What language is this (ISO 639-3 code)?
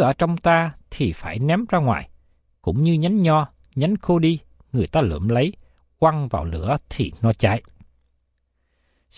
vie